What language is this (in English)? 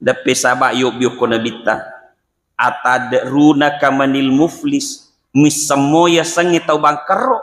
Buginese